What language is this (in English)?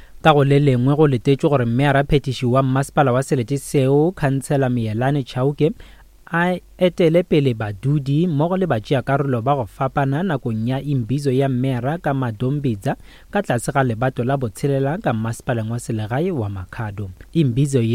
Northern Sotho